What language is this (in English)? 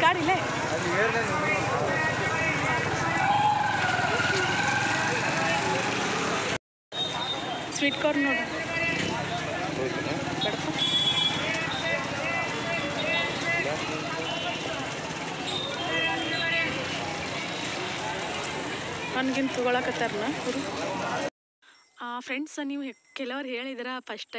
Kannada